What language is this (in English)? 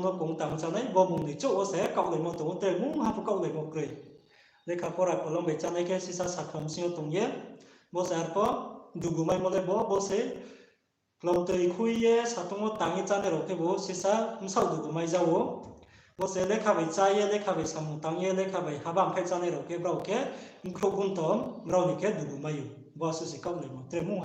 Riang (India)